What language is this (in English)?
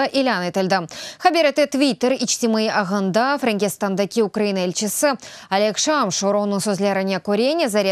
Crimean Tatar